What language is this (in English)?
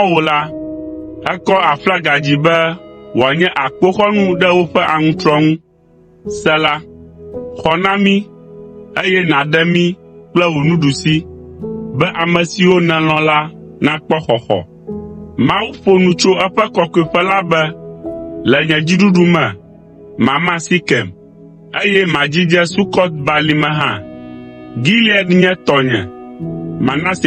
Ewe